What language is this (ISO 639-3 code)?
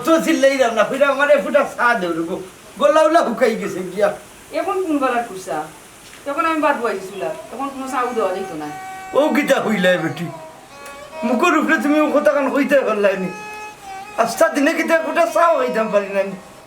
syl